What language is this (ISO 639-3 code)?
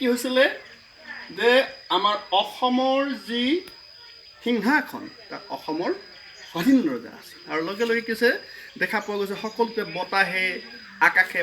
asm